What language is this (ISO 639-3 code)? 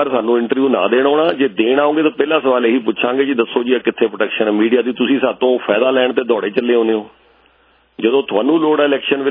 pan